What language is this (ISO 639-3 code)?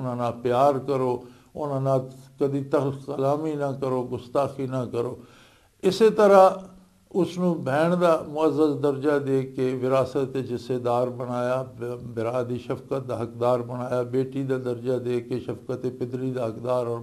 lah